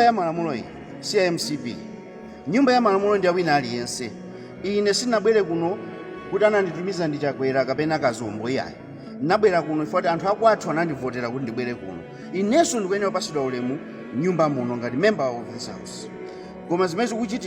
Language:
Nyanja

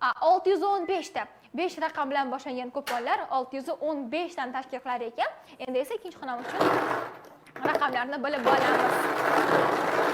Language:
Uzbek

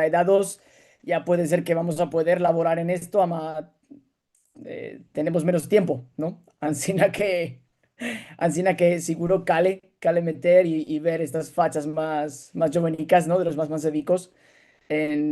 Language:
Ladino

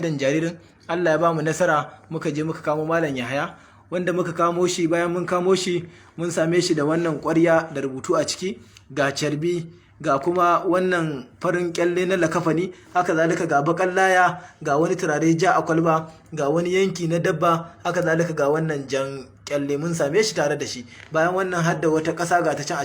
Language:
Hausa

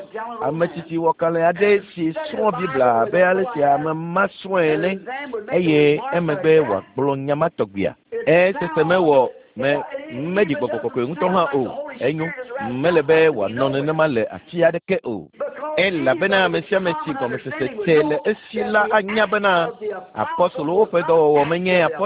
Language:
Ewe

